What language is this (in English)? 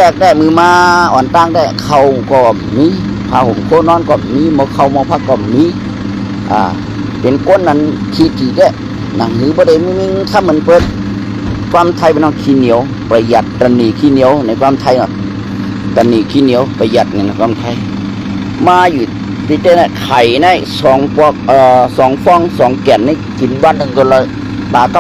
Shan